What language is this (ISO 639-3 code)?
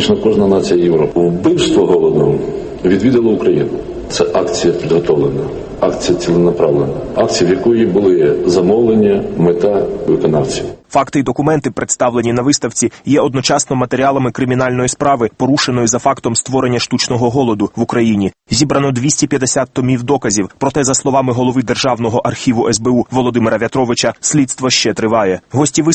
ukr